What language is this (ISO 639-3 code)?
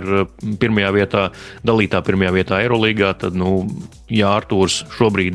lav